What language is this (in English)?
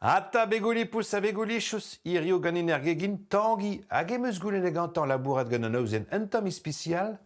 Breton